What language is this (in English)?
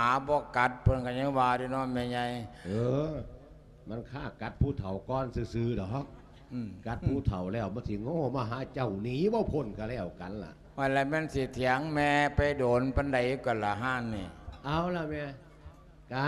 Lao